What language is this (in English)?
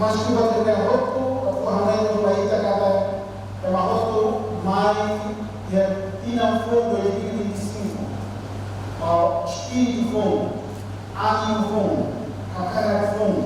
Tetum